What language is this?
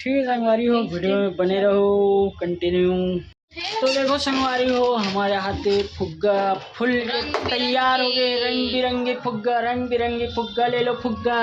Chhattisgarhi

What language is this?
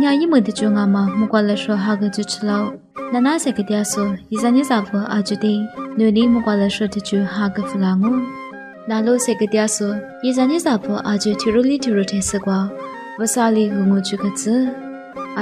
Lisu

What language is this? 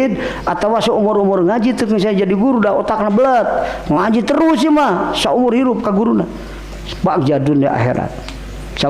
Sundanese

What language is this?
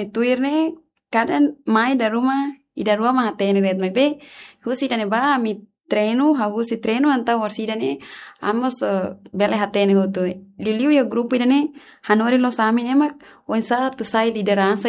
Tetum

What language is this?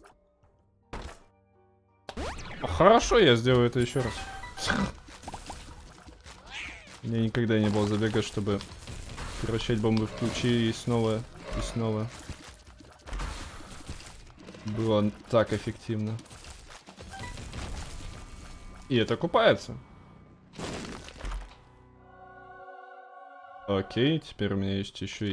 Russian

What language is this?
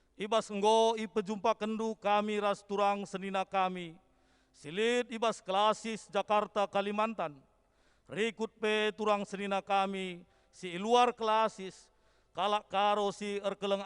Batak Karo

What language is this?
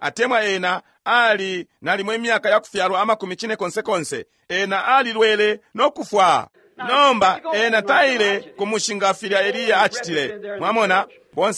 Bemba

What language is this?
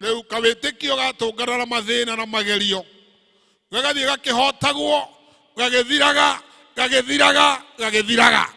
Kikuyu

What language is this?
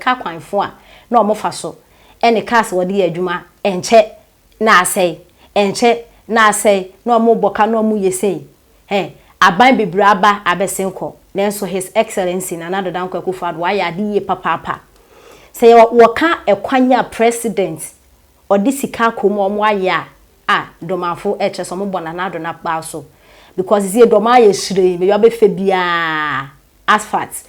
Akan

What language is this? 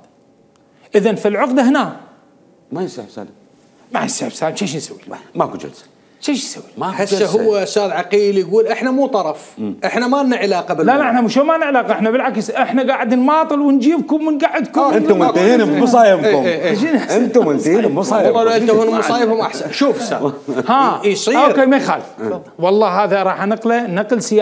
Mesopotamian Arabic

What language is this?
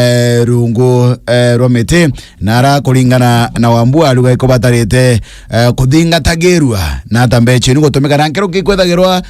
Meru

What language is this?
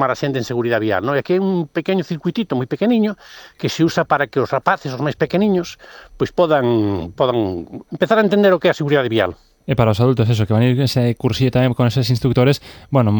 Galician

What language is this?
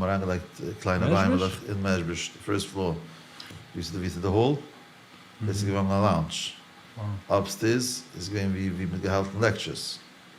Yiddish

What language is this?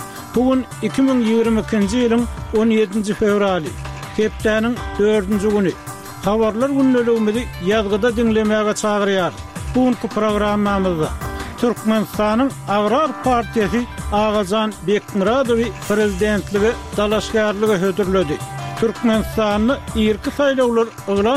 Turkmen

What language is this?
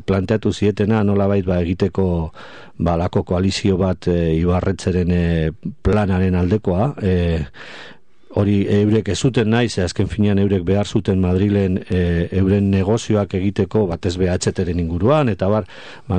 Basque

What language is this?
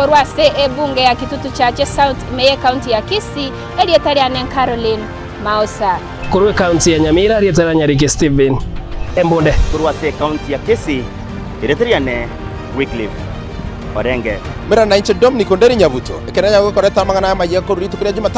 Gusii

